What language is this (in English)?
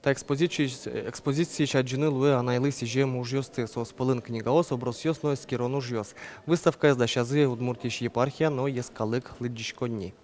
Udmurt